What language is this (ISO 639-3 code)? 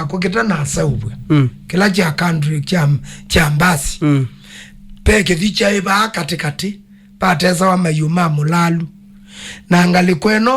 kam